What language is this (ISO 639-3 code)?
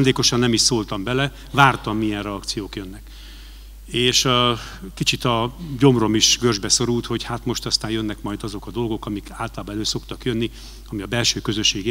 hun